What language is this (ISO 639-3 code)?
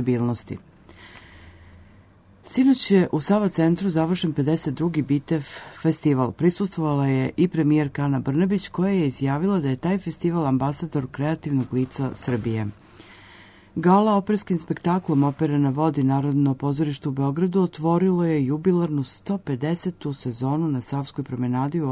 srp